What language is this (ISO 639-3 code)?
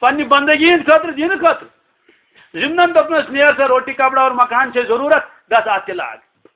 kas